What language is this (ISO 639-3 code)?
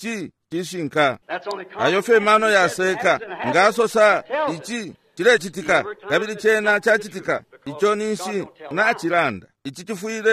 bem